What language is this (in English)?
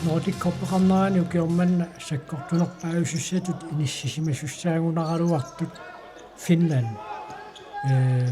Kalaallisut